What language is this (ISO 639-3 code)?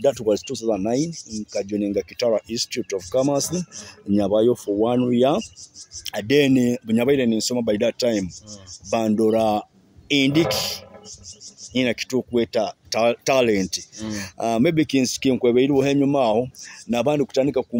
nyo